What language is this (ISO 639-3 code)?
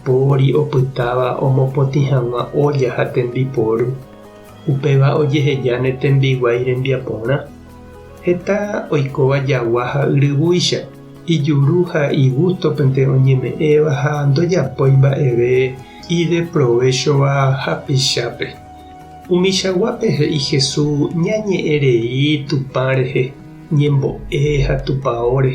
grn